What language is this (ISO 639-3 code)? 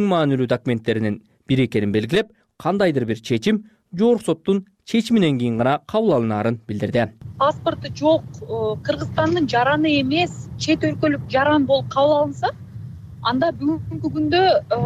kir